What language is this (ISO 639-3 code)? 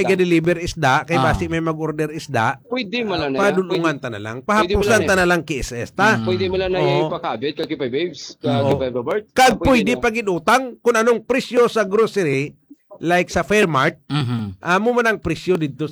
hil